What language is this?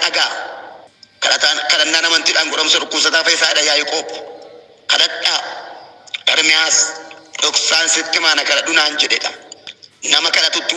Oromo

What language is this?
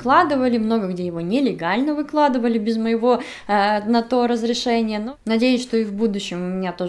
Russian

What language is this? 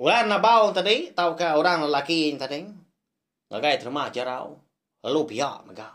Iban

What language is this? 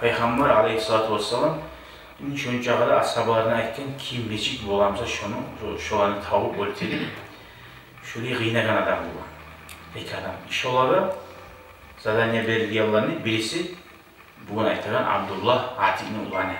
Kumyk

